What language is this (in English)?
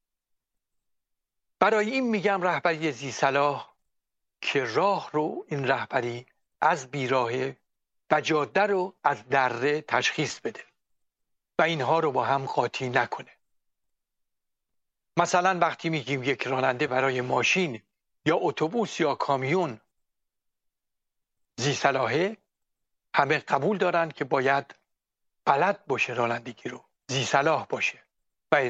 Persian